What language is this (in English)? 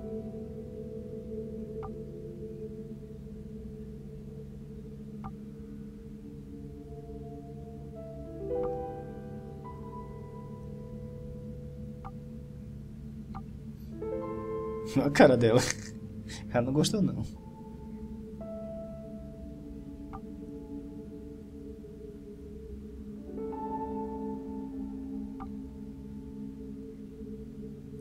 Portuguese